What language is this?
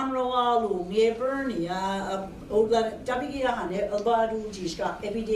Mi'kmaw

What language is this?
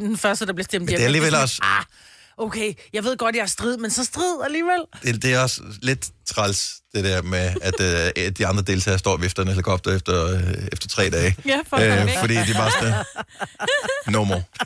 Danish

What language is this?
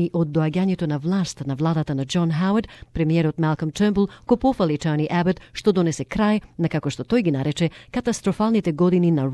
Macedonian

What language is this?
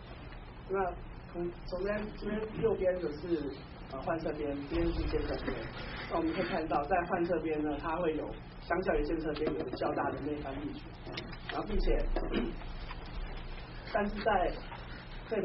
Chinese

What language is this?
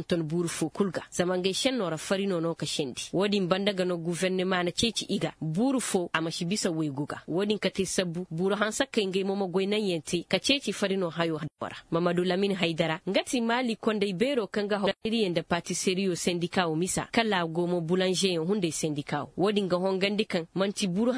Koyraboro Senni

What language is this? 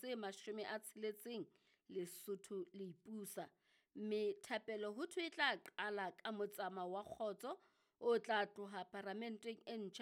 Southern Sotho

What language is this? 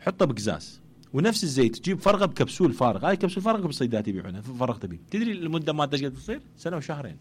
Mesopotamian Arabic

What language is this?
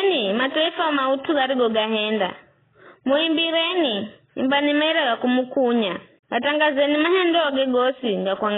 Giryama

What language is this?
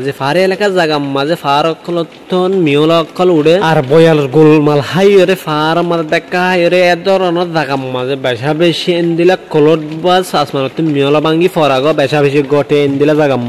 Rohingya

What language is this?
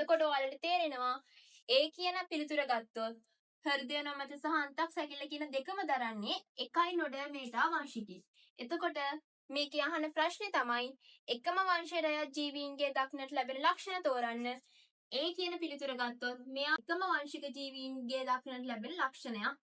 Sinhala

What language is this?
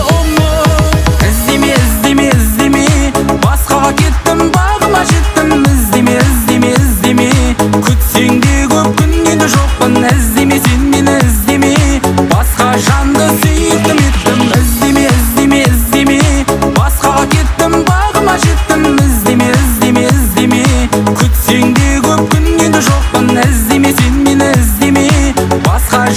Kazakh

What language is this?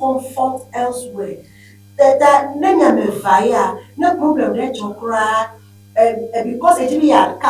Ewe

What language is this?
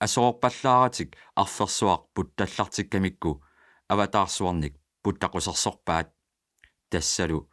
Kalaallisut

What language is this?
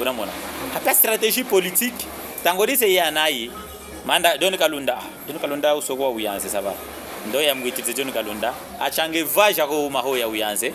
Chokwe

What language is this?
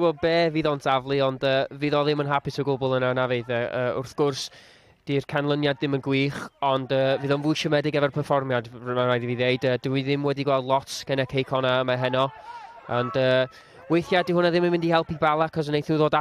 Welsh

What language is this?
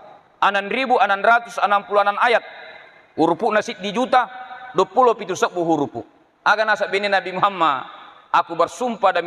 Buginese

